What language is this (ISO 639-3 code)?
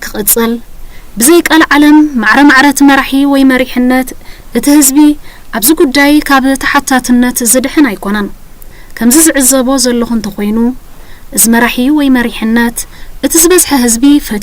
tir